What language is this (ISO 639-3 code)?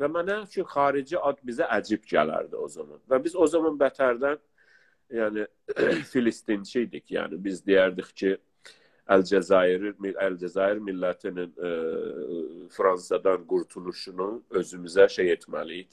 azb